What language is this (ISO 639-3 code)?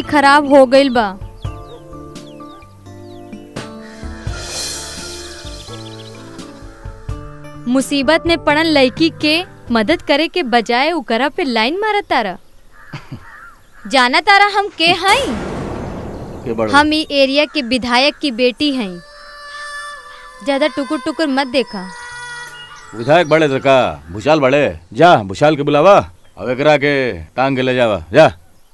bho